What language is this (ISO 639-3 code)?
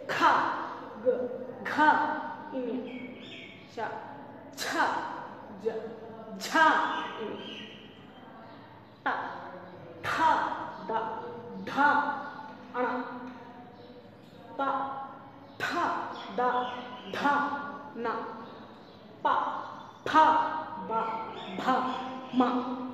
tel